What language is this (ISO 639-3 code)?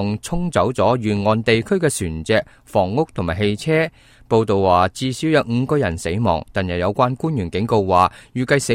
yue